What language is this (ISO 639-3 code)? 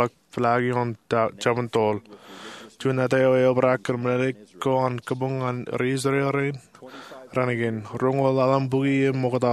mah